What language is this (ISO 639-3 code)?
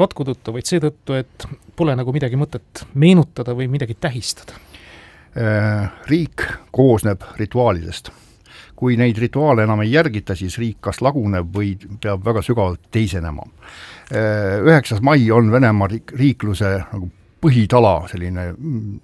est